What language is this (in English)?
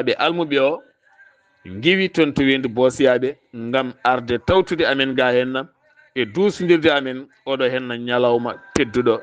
Fula